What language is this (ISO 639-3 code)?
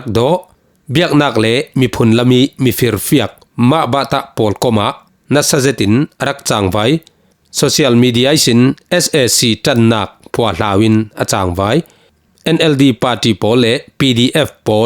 cfm